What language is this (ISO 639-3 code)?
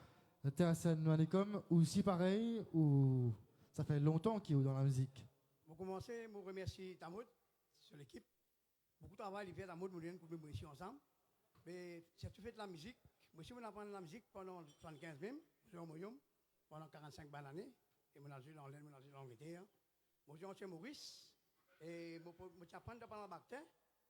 mfe